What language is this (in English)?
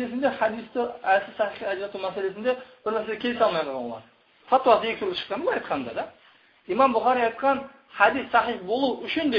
Kazakh